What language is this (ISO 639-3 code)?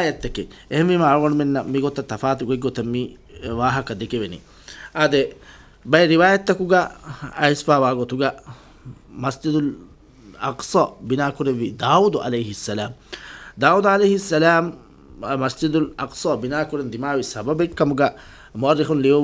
div